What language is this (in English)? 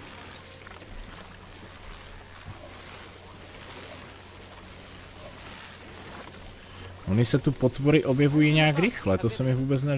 Czech